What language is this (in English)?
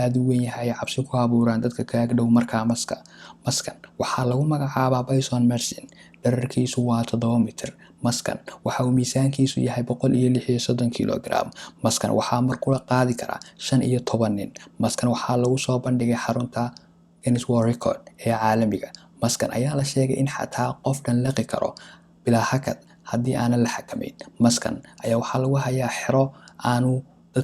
Somali